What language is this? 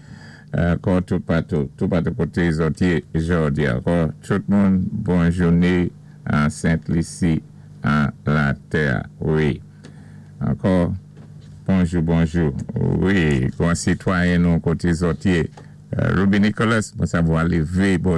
Saint Lucian Creole French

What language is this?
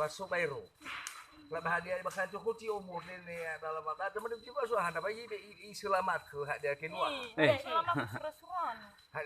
Nias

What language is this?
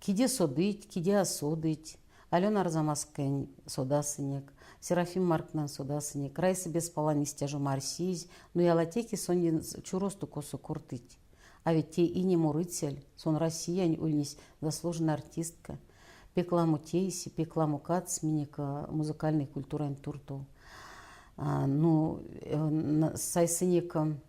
Erzya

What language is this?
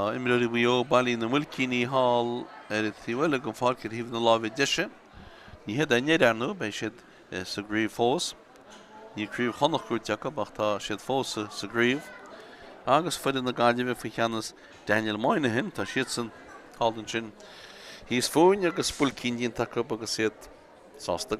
Irish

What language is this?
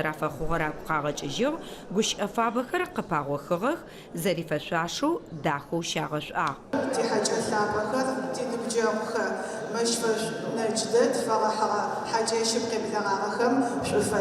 Adyghe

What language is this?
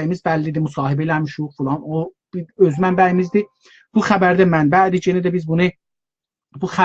South Azerbaijani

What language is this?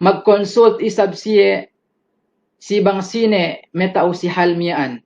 Yakan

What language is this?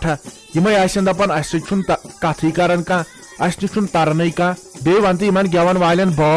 Kashmiri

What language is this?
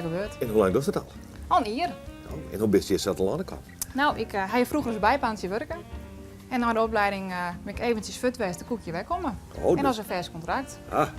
Western Frisian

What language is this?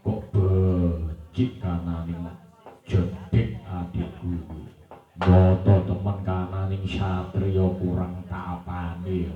Javanese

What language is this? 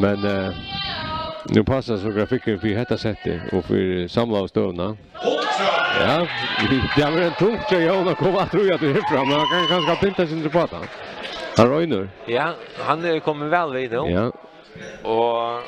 Faroese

